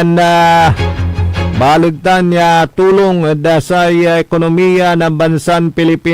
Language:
Pangasinan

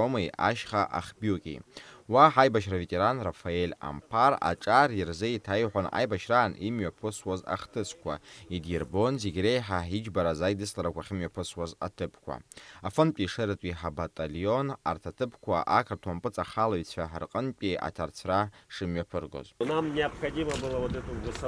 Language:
Abkhazian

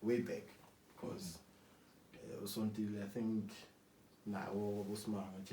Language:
Zulu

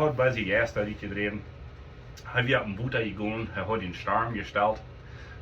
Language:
Plautdietsch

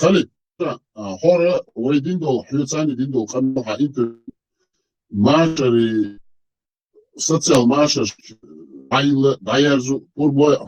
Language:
Chechen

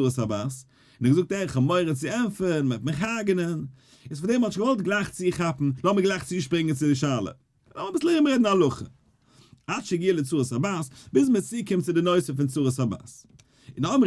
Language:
Yiddish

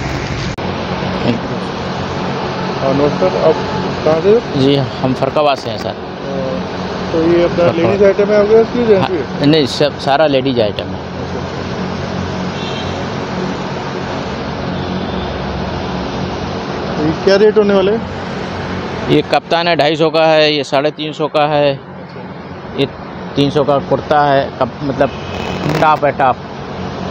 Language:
Hindi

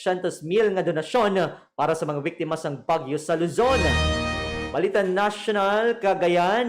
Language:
Hiligaynon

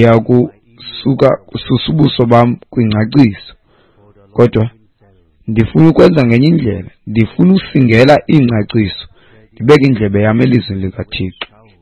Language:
Xhosa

